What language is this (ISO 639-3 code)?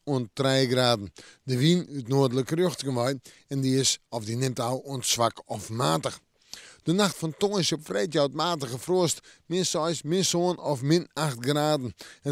fry